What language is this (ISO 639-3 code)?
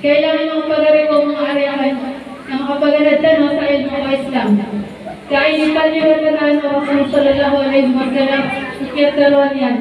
mrw